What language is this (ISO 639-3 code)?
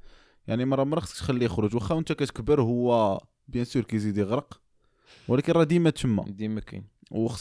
ary